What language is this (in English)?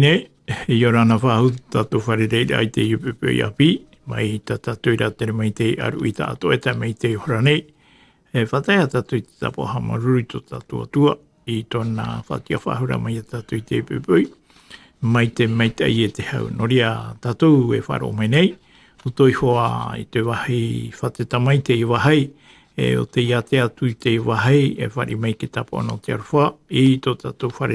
Tahitian